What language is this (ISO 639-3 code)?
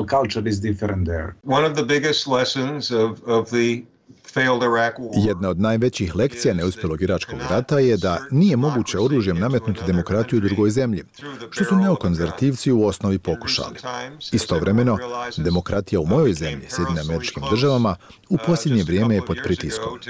bos